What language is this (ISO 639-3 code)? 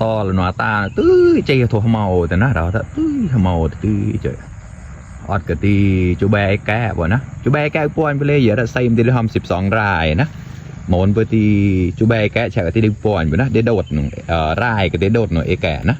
mnw